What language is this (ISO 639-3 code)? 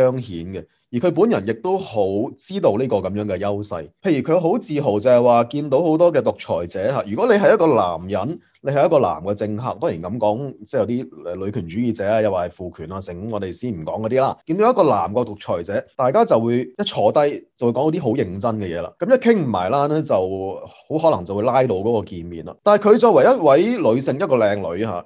yue